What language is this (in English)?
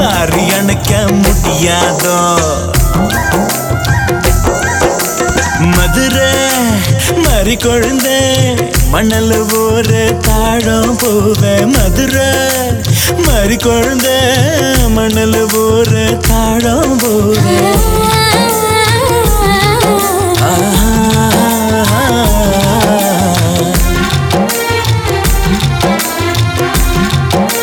Tamil